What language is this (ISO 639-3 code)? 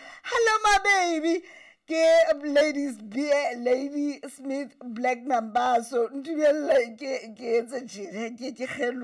sot